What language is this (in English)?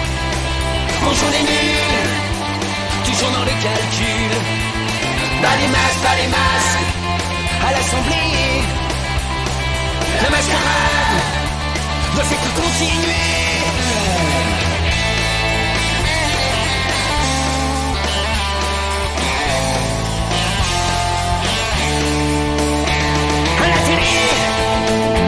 French